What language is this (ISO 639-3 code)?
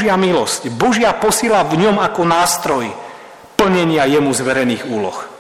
slk